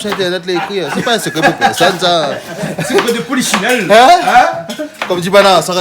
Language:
Réunion Creole French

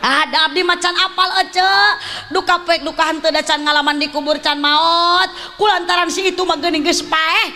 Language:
Sundanese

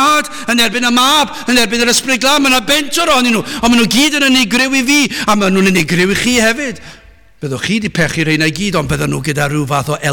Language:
Welsh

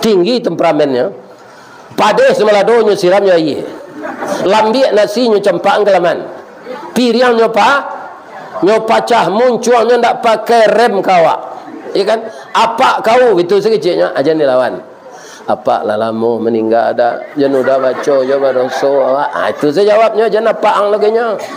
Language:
Minangkabau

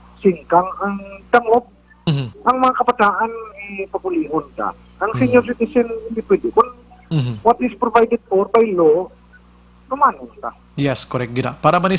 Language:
Hiligaynon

